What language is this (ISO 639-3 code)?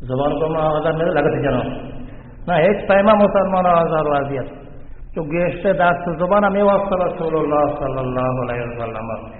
bal